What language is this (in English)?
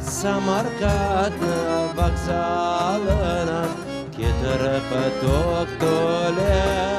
Crimean Tatar